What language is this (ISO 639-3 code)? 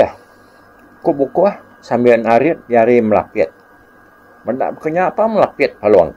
iba